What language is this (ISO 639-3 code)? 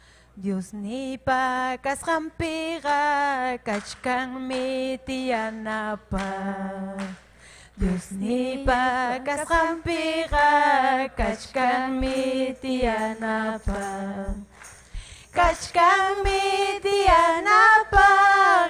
quy